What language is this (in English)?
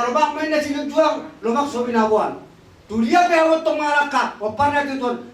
Batak Toba